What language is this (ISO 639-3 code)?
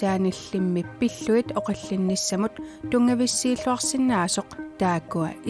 kal